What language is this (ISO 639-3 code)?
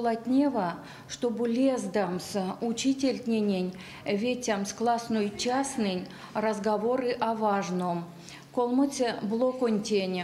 myv